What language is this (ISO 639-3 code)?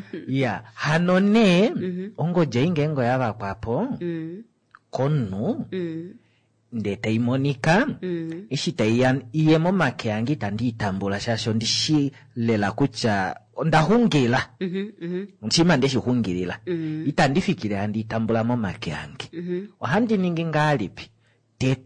kua